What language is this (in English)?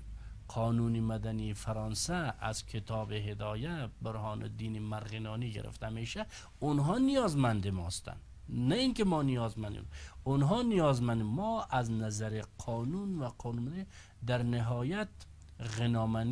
Persian